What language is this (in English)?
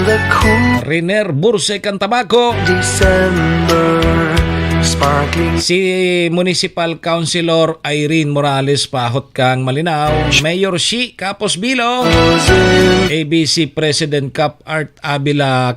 Bikol